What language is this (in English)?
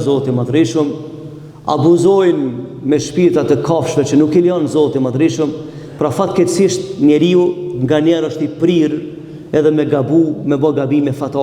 Albanian